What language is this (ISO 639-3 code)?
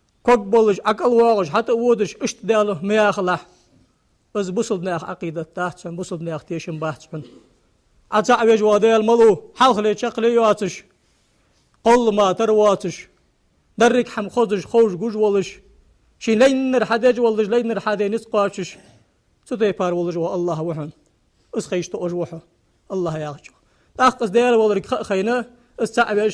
inh